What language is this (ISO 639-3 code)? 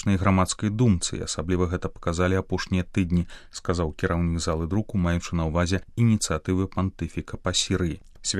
bel